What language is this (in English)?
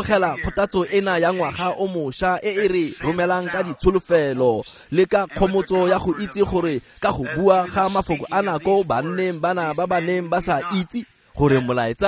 Tswana